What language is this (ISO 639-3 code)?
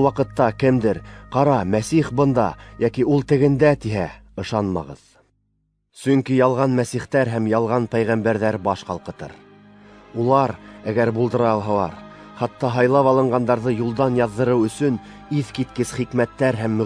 bak